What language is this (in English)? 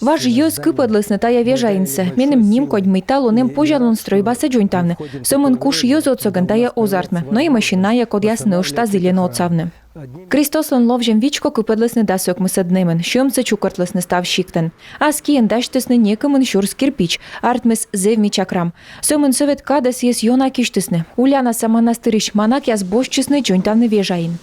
Komi